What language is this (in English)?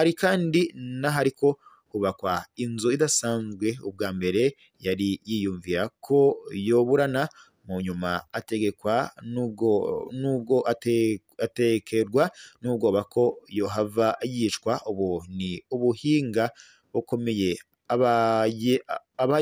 Rundi